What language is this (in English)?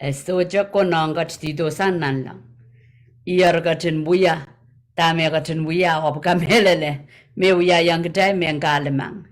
Pohnpeian